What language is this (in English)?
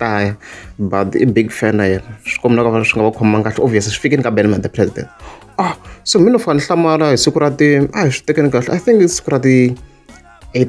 Tsonga